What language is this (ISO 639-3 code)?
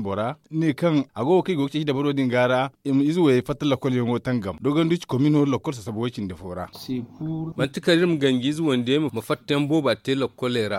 dje